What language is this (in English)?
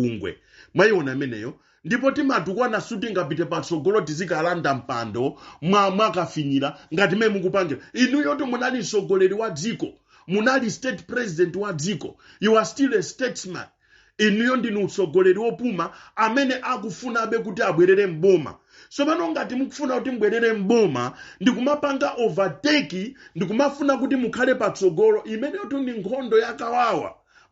Nyanja